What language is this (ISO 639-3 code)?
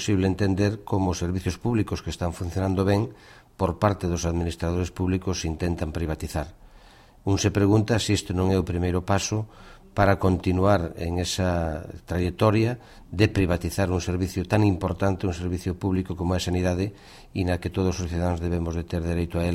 glg